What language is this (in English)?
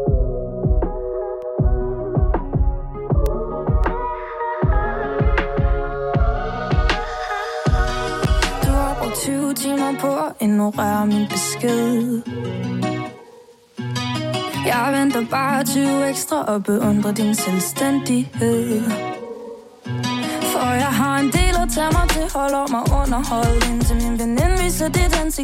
Danish